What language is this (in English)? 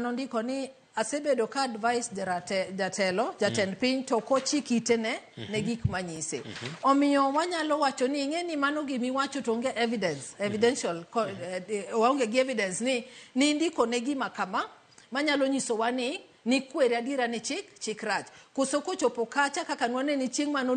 Luo (Kenya and Tanzania)